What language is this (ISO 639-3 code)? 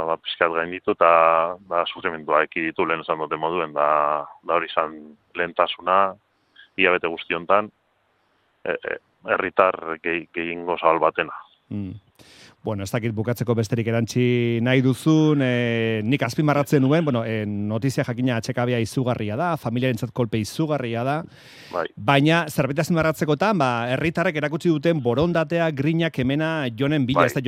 eus